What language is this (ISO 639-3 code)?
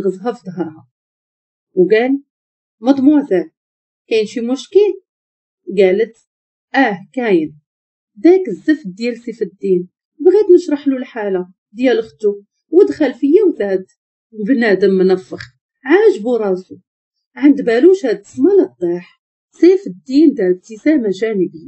ary